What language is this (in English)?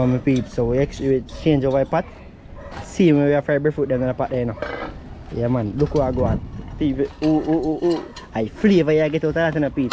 Jamaican Creole English